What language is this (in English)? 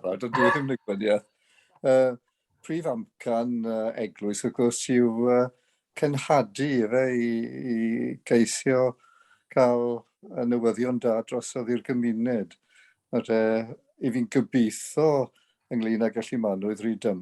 Welsh